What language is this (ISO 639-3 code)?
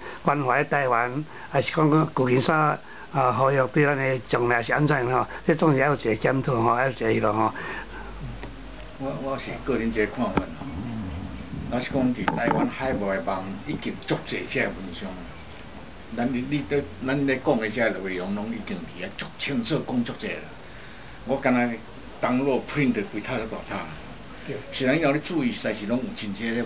nan